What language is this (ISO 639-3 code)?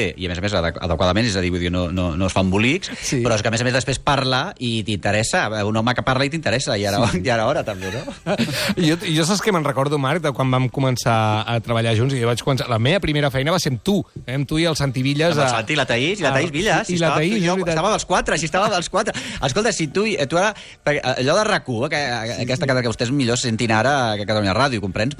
cat